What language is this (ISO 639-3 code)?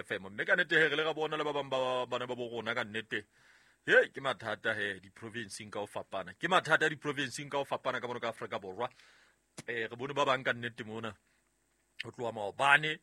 sot